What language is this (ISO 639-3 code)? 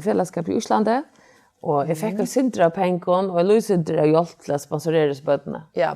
fao